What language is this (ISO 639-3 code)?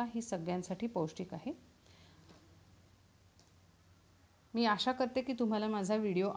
mar